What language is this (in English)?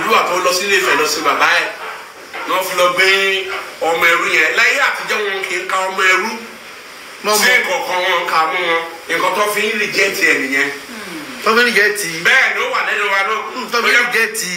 Yoruba